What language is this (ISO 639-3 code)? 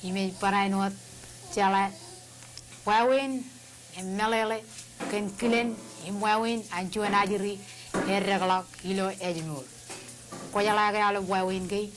mah